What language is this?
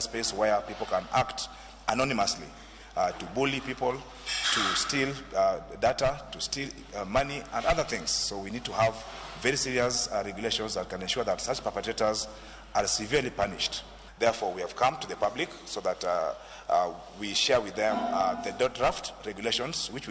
Luo (Kenya and Tanzania)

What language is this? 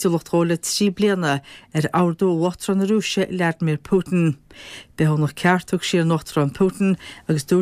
Irish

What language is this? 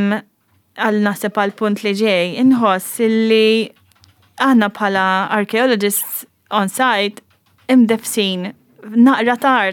Maltese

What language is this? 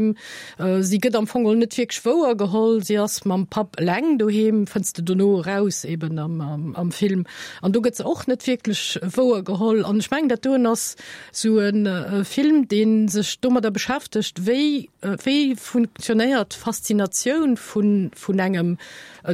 Luxembourgish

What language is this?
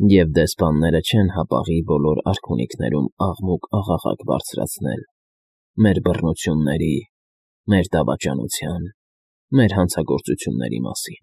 Armenian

